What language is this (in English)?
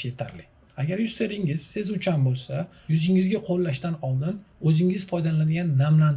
Uzbek